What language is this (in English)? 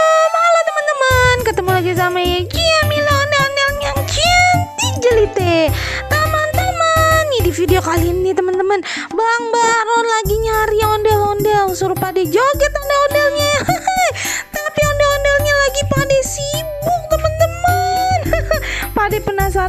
Betawi